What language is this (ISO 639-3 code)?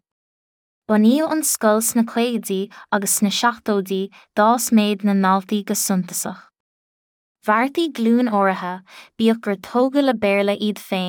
gle